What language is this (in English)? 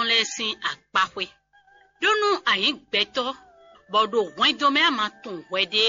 Fon